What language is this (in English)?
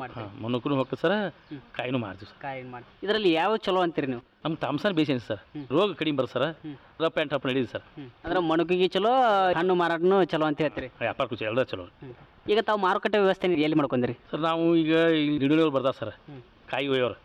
Kannada